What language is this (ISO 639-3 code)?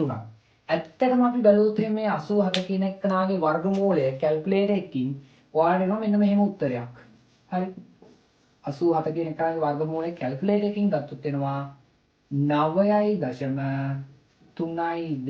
sin